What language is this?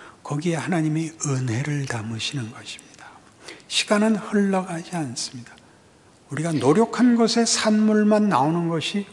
Korean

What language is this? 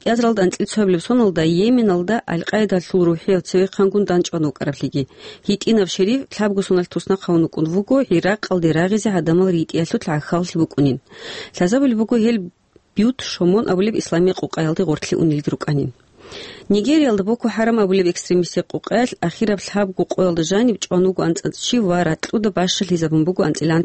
Avaric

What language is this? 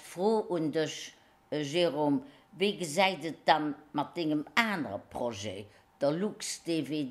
Luxembourgish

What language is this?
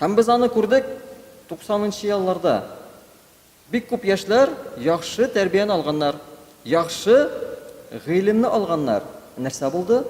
Tatar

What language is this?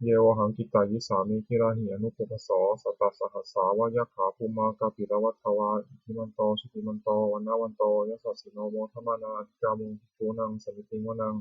Pali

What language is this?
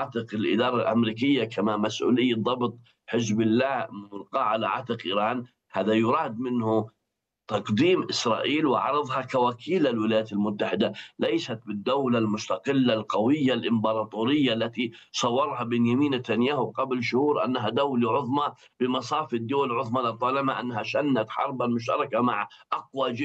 Arabic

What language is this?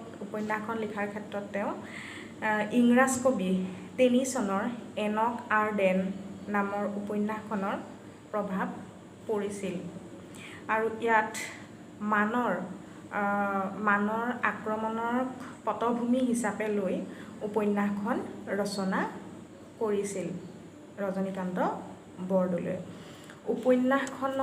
Assamese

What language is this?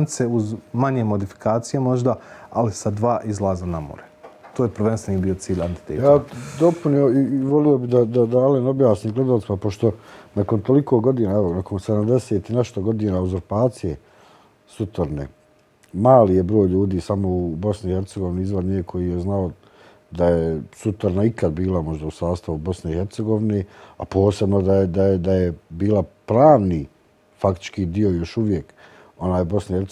Bosnian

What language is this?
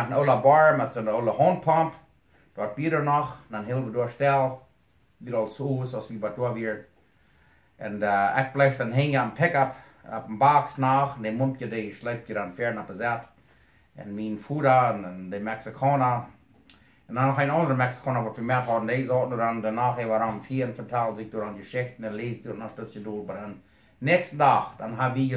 Plautdietsch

